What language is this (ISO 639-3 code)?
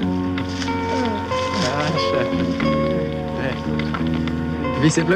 ron